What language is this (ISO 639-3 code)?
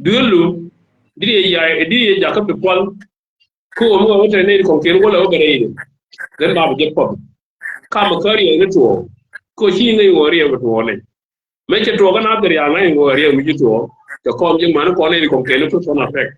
nus